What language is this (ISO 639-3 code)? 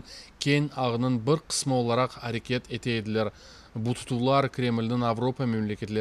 crh